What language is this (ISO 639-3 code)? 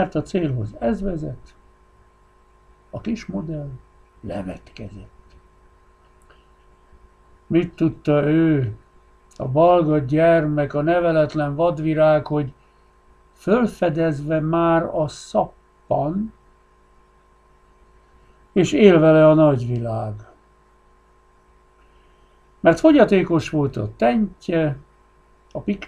hun